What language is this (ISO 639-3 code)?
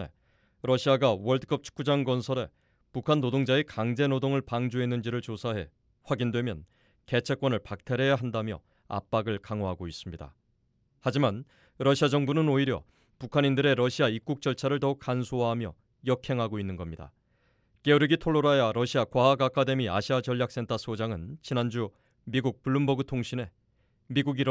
kor